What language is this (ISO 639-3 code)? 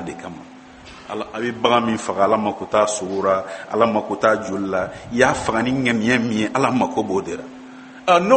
bam